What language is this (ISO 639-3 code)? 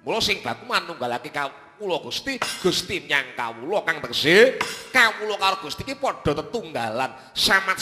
jav